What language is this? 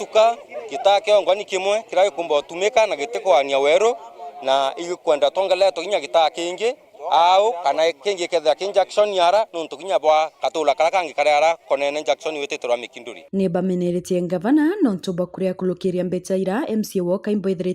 Meru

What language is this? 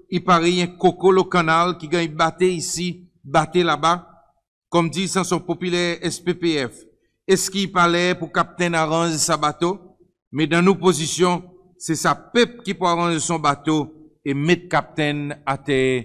Seselwa Creole French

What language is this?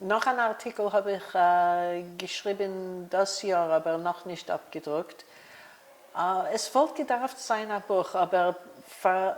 Yiddish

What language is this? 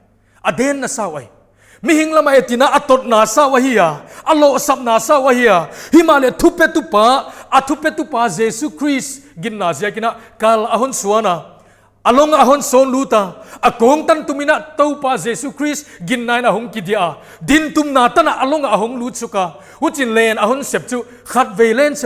Paite Chin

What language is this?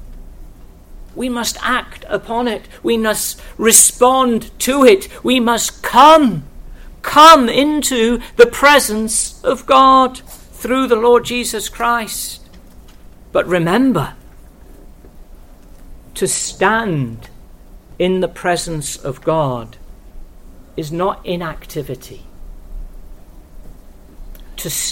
English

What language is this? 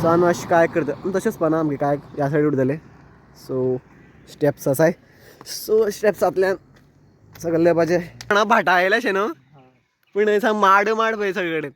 Konkani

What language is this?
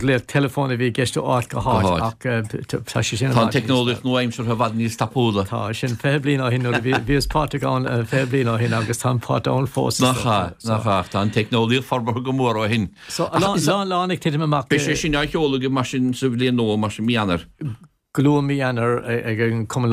Irish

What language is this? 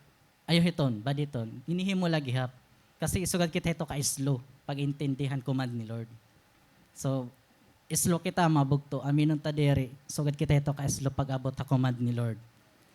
Waray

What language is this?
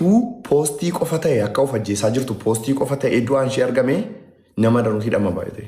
Oromo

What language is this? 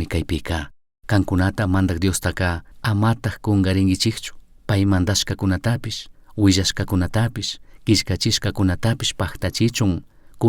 Chimborazo Highland Quichua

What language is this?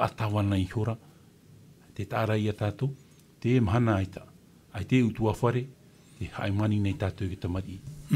Tahitian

